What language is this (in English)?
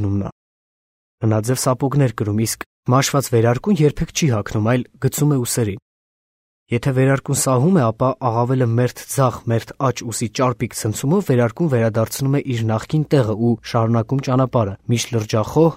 Armenian